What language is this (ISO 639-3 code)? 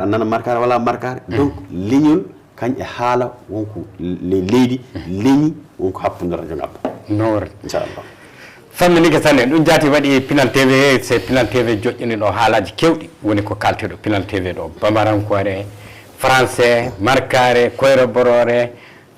ful